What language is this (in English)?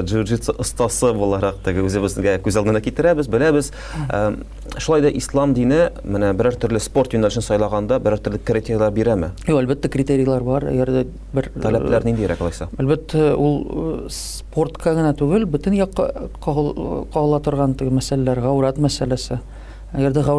Tatar